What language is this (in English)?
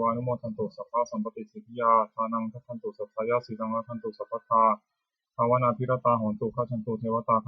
Pali